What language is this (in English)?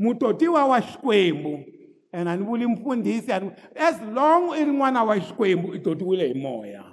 Tsonga